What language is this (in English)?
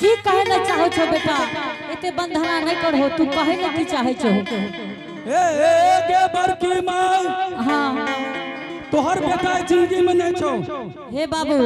Angika